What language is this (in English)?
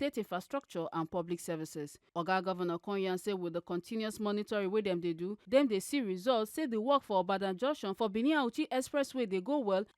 Nigerian Pidgin